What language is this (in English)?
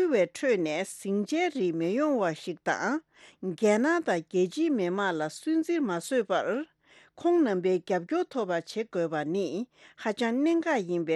Tibetan